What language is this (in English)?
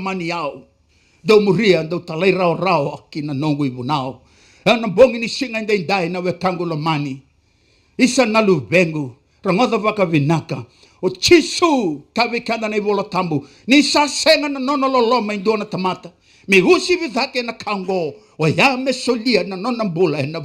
Fijian